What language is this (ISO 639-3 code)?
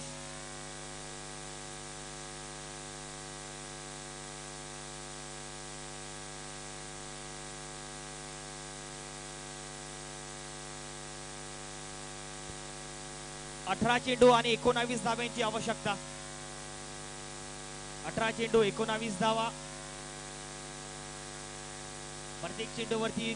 mar